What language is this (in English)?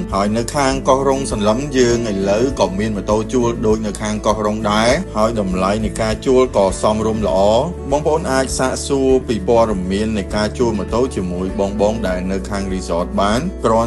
Khmer